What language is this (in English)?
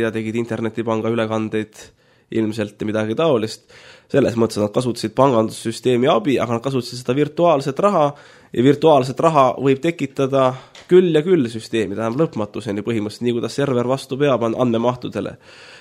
Estonian